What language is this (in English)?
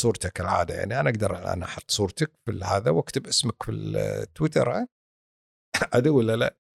Gulf Arabic